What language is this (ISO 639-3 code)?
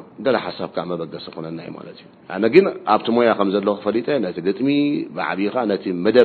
tir